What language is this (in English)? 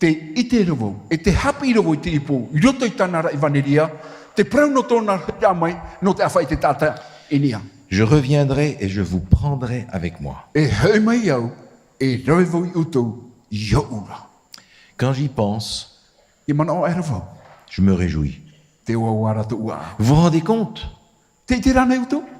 Tahitian